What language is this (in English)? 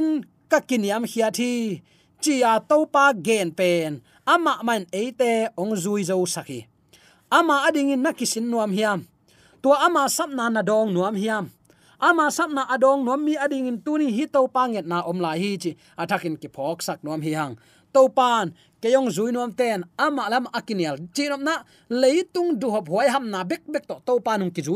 Tedim Chin